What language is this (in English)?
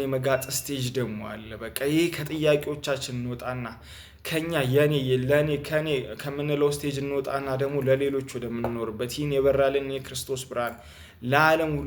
Amharic